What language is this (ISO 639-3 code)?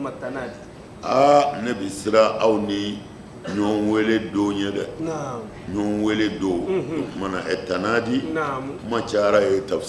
bam